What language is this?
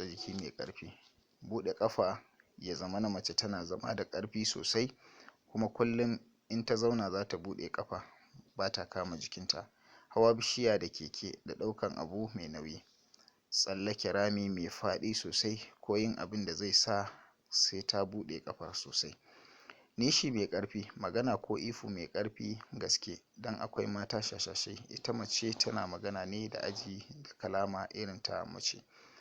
Hausa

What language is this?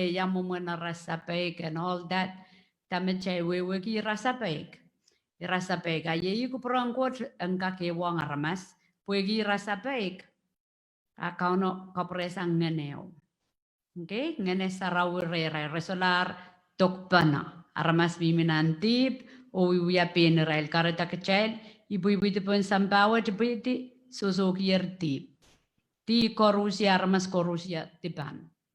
Pohnpeian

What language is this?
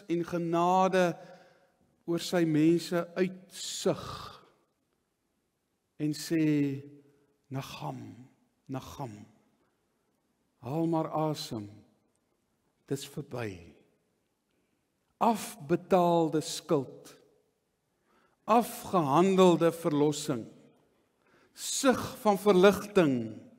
Afrikaans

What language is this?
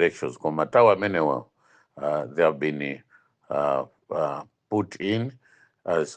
Nyanja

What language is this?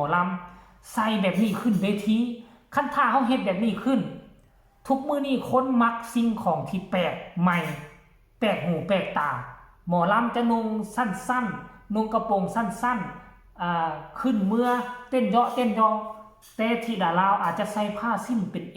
Northeastern Thai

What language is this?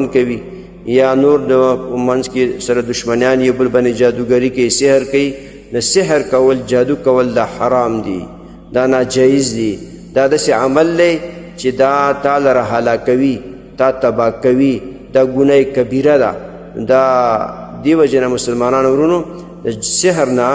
Pashto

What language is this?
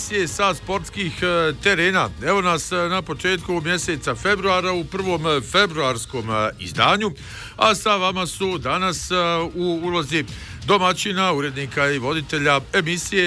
Bosnian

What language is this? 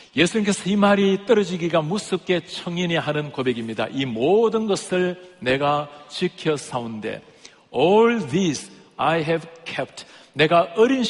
Korean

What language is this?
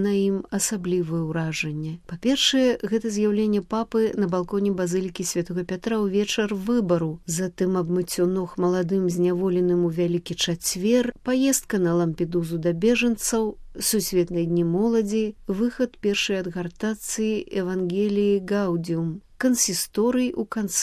Belarusian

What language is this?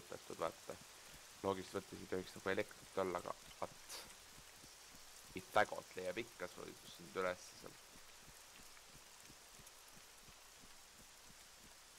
Estonian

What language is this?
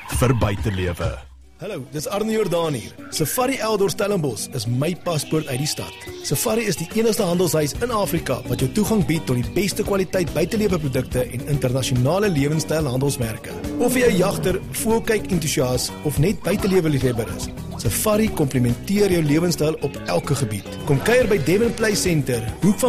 Afrikaans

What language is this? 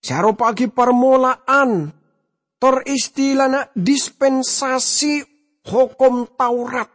Madurese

